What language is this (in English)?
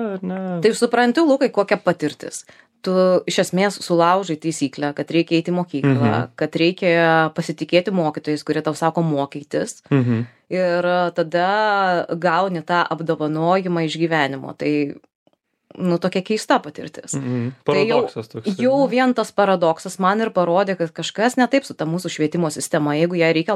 Lithuanian